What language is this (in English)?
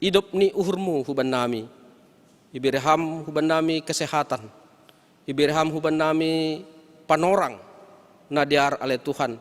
Batak Simalungun